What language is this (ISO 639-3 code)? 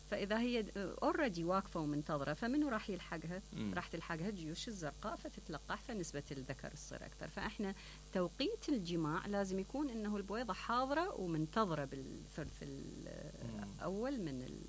acm